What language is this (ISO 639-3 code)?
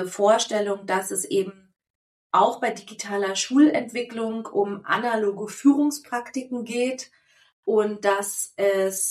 deu